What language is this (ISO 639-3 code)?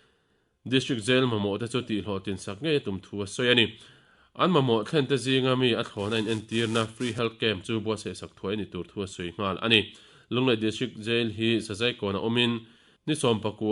lus